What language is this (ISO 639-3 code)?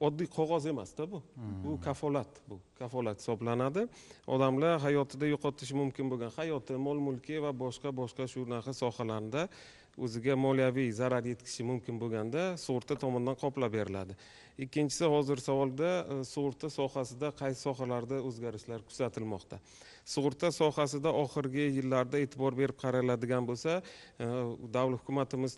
uzb